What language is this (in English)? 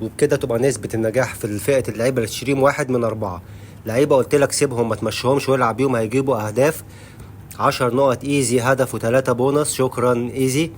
Egyptian Arabic